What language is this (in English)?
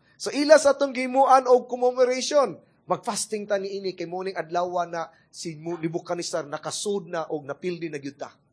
Cebuano